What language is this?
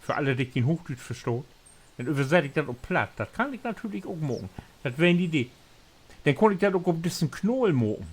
Low German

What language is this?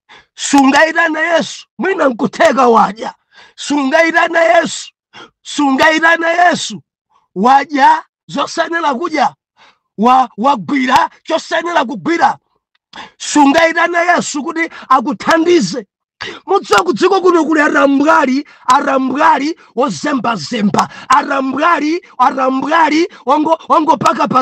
Nyanja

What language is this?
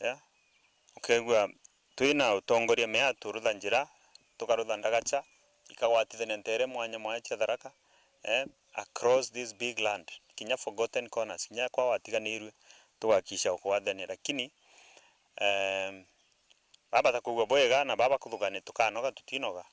Meru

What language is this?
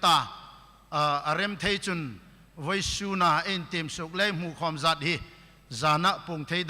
Hmar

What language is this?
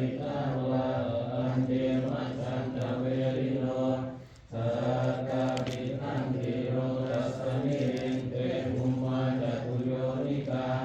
Pali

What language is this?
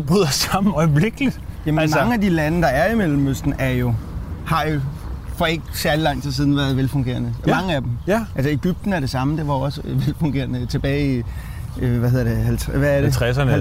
Danish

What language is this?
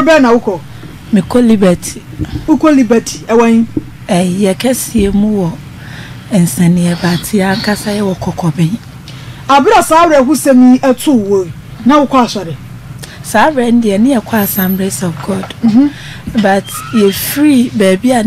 Akan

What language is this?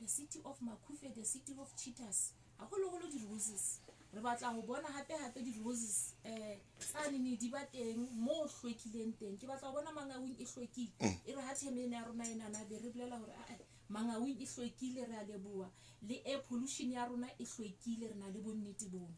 Southern Sotho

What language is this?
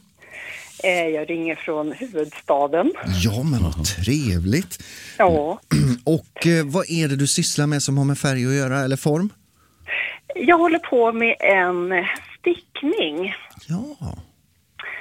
Swedish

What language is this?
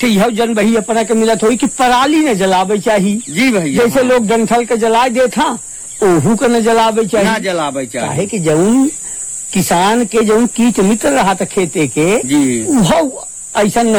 Bhojpuri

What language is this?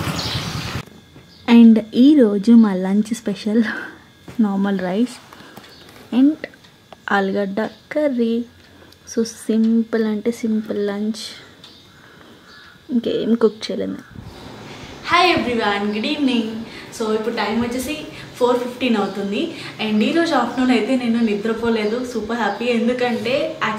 Telugu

